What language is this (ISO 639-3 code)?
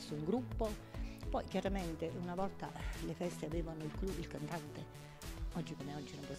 ita